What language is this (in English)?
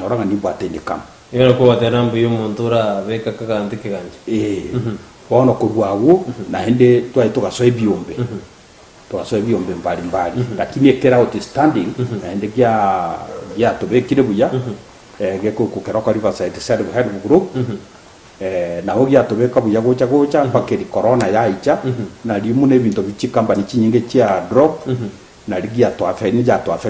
Gusii